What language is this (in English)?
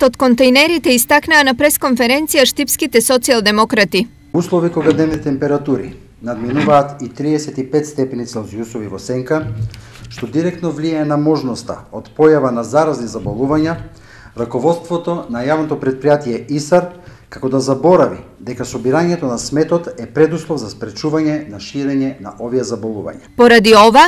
Macedonian